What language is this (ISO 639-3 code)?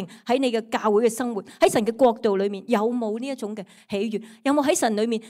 yue